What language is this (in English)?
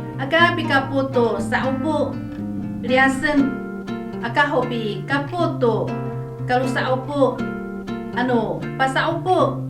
Amis